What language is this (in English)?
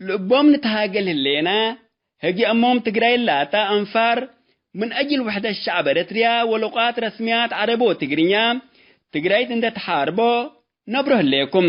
Tigre